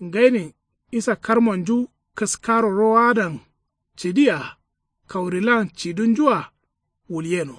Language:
Kanuri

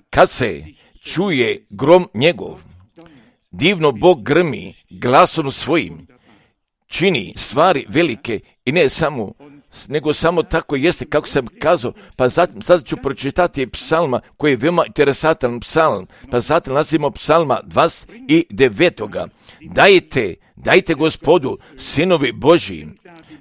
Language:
Croatian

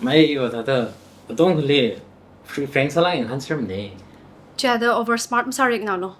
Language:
Tangkhul Naga (India)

